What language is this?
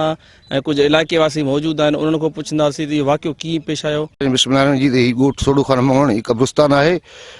Sindhi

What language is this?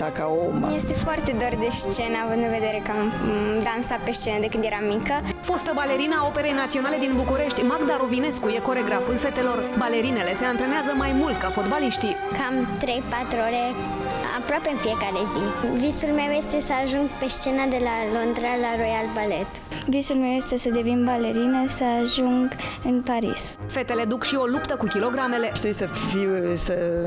Romanian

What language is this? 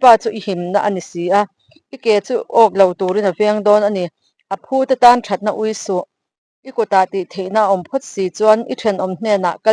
Mizo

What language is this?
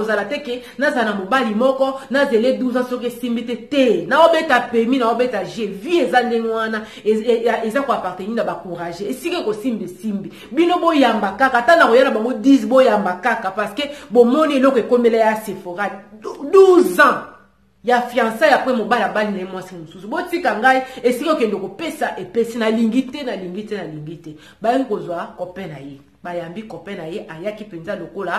Lingala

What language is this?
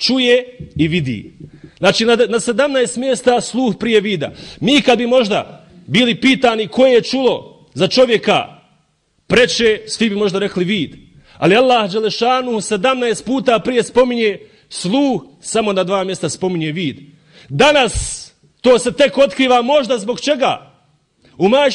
Bosnian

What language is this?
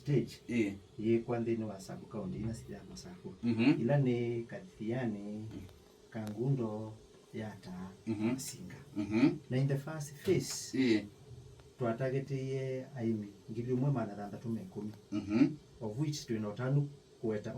Kamba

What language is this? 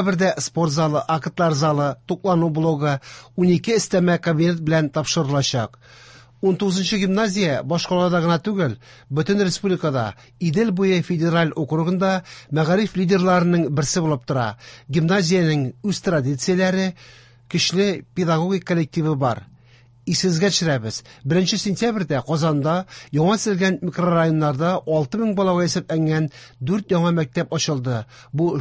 Tatar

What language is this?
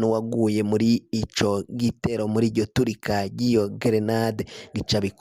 Rundi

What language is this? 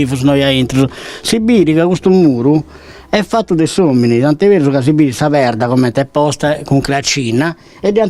Sardinian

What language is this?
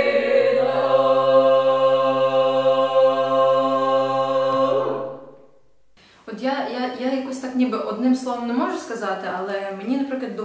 Ukrainian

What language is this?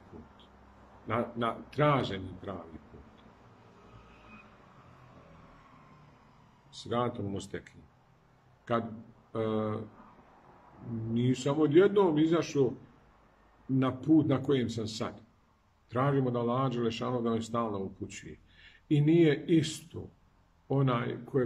Bosnian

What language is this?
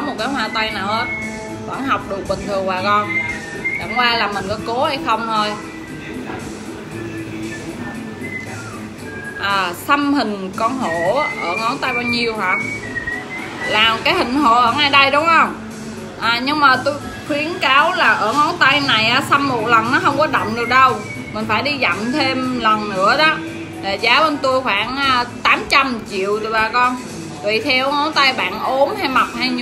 Vietnamese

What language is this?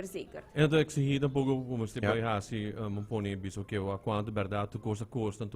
Papiamento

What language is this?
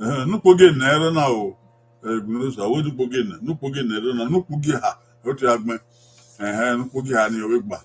Bini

